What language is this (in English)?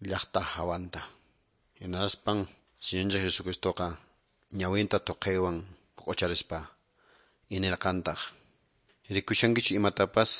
Quechua